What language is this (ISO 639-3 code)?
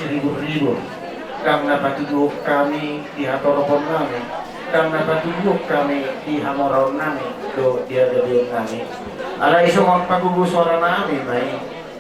bbc